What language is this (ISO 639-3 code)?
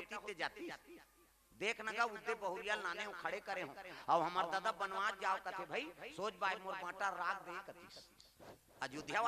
hne